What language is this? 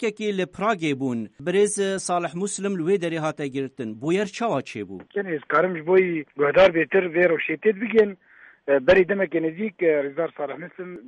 Kurdish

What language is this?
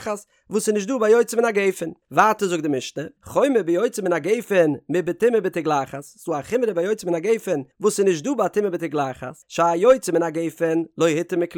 Yiddish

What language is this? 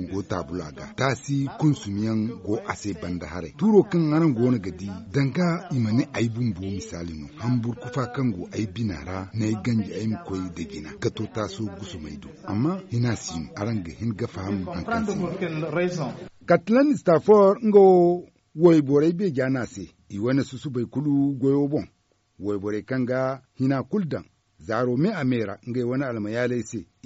Zarma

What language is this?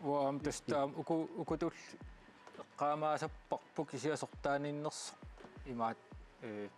Kalaallisut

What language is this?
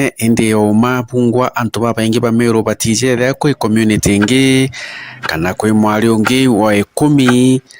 Meru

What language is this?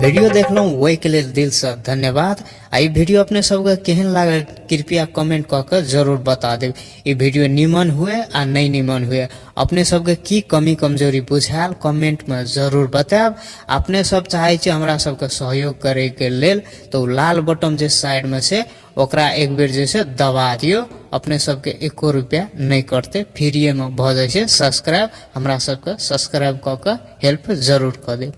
Maithili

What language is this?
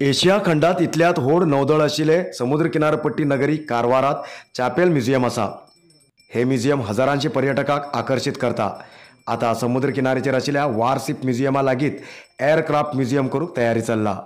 Konkani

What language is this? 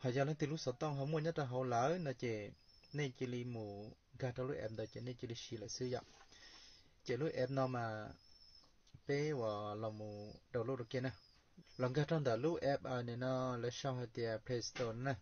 Hmong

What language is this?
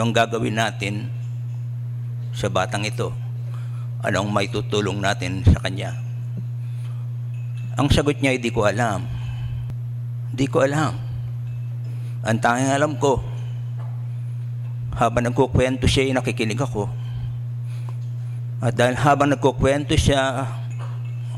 Filipino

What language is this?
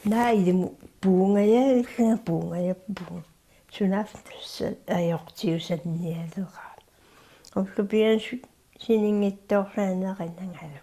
Kalaallisut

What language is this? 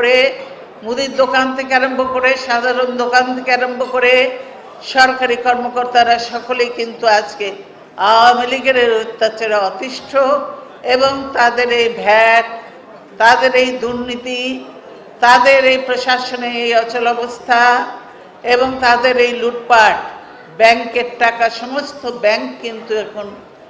Bangla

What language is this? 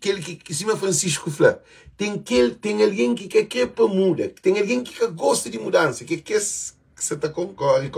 Kabuverdianu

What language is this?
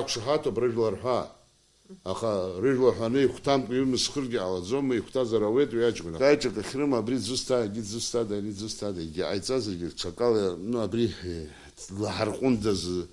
Abkhazian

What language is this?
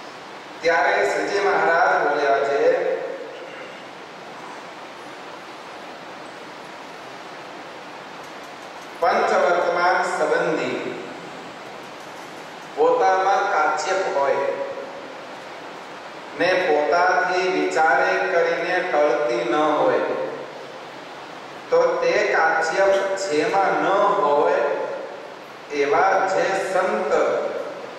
Gujarati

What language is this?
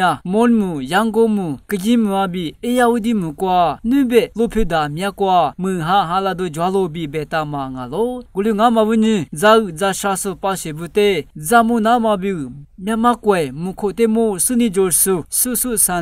Lisu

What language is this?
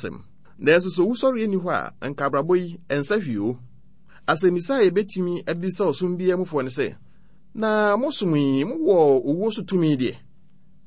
Akan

